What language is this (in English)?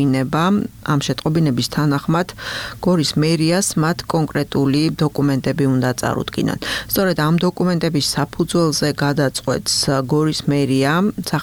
Georgian